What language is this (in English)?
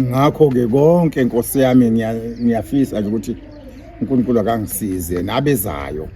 Zulu